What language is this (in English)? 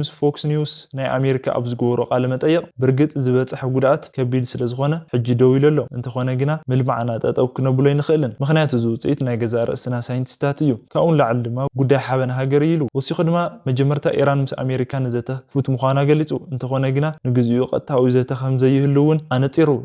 Tigrinya